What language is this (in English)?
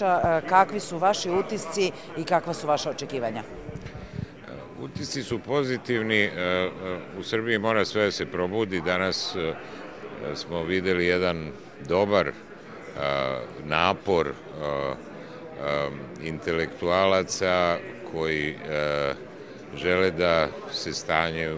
Serbian